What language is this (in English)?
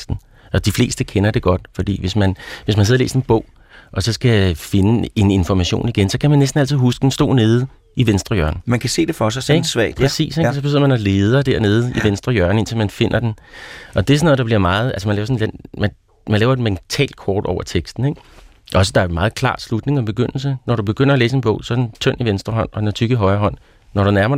Danish